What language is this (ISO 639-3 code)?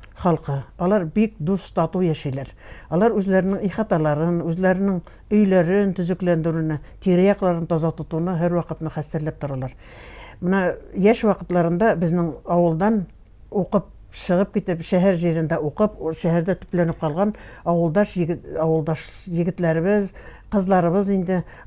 bak